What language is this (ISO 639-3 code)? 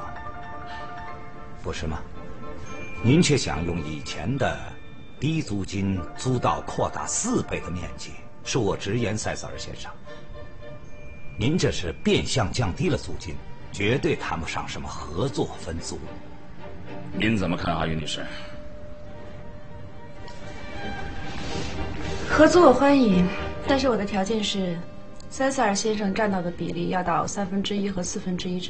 zho